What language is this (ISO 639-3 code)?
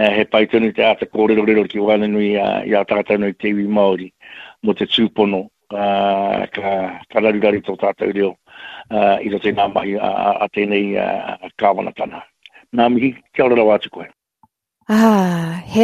mri